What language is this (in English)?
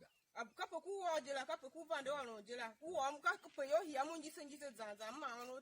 Tiv